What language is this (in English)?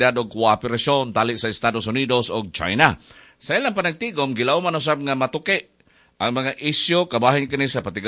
Cebuano